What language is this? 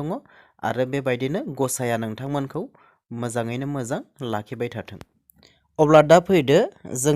Bodo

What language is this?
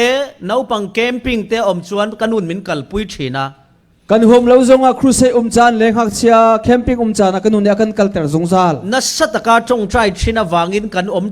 Falam Chin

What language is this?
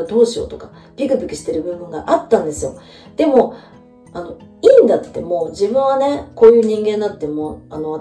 Japanese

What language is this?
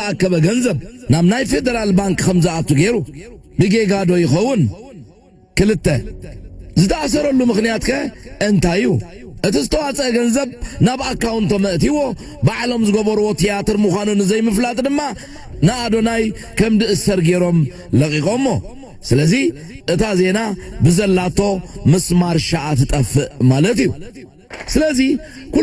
Tigrinya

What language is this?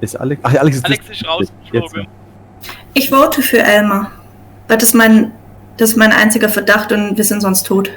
Swiss German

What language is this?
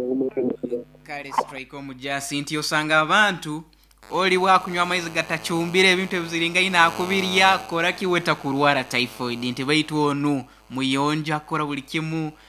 Nyoro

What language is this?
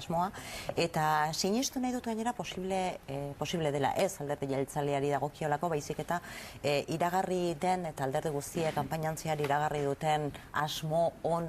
Basque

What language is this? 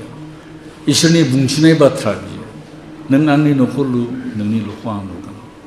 Bodo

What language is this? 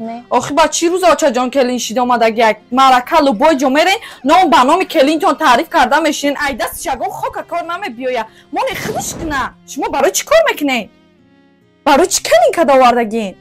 Tajik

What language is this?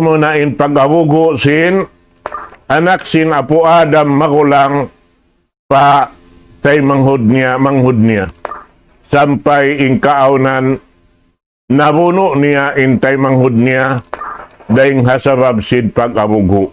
Tausug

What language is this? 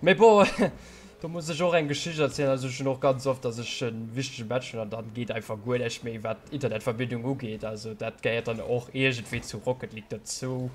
Luxembourgish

